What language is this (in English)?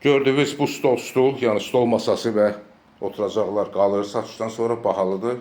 Azerbaijani